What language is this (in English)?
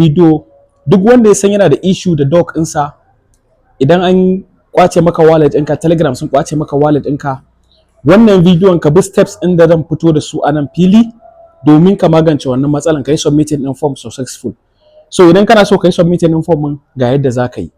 Hausa